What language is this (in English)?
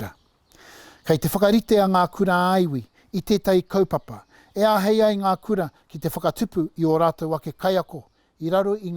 Māori